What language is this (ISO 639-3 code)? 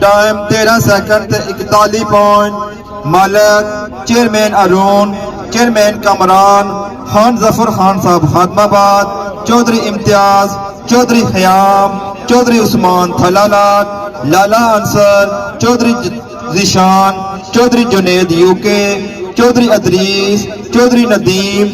phr